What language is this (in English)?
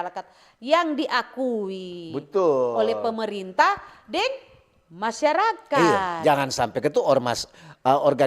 Manado Malay